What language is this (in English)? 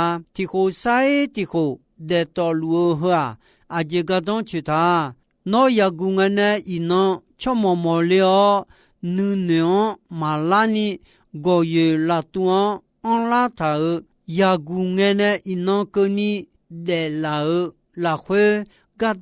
Akha